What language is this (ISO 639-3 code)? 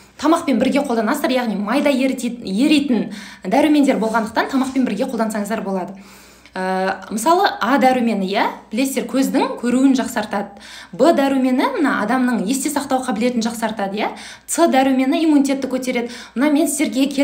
kaz